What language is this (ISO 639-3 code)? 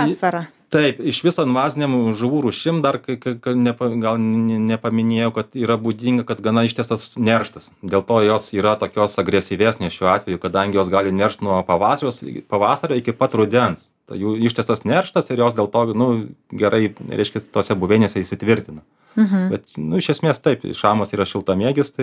lit